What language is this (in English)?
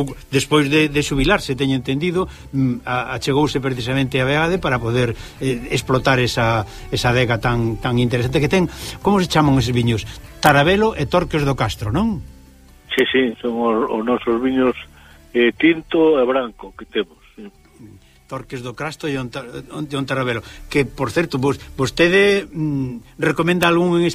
Galician